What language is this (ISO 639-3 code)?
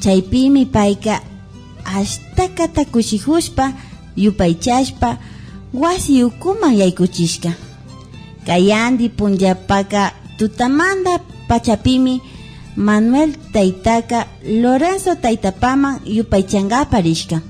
qvi